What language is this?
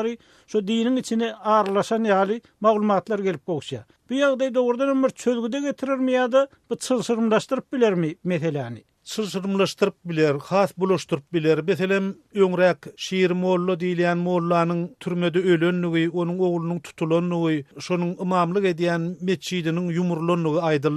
Turkmen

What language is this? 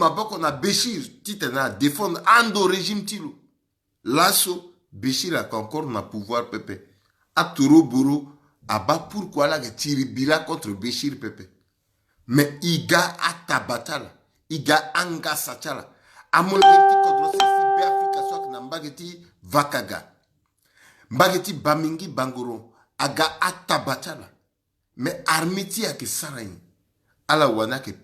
Sango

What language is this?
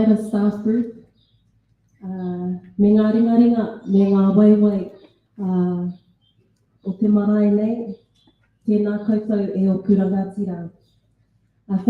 Māori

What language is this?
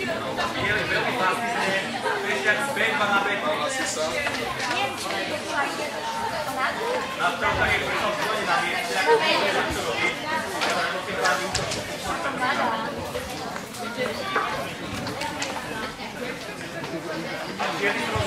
Slovak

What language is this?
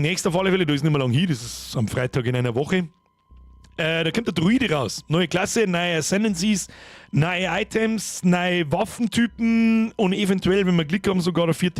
Bavarian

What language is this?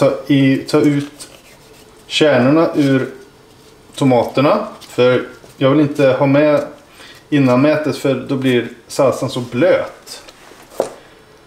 Swedish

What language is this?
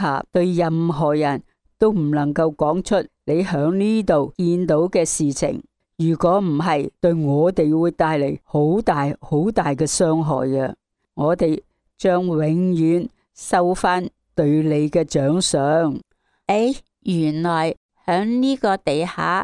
Cantonese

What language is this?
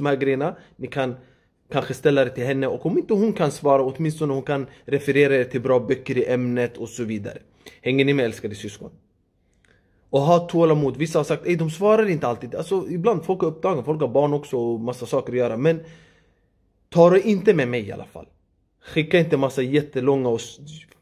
Swedish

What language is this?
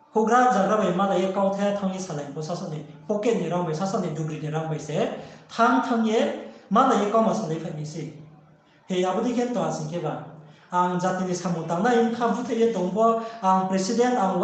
Riang (India)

